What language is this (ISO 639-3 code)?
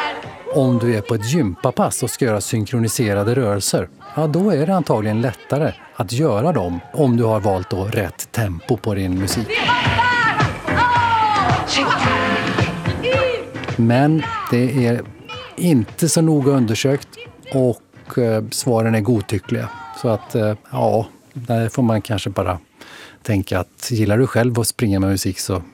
swe